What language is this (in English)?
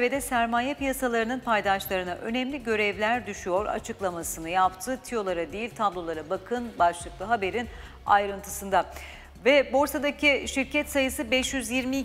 Turkish